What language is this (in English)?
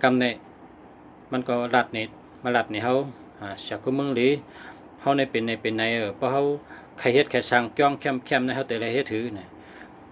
Shan